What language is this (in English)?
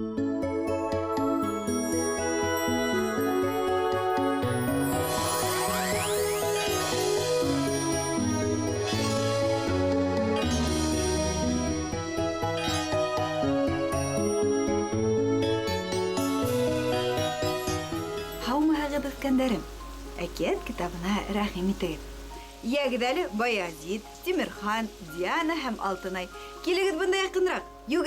Bashkir